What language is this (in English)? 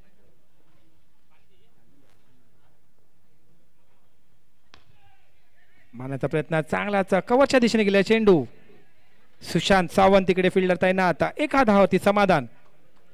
Marathi